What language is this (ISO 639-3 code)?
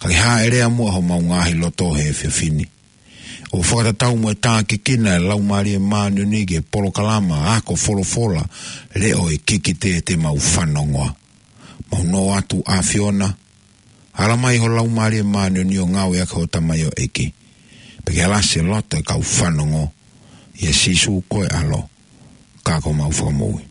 ton